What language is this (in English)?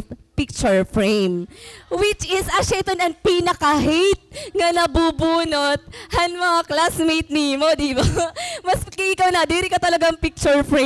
Waray